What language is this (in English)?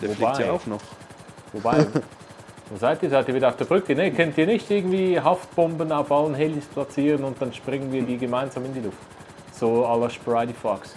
Swiss German